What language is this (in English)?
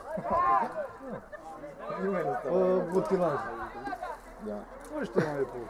Romanian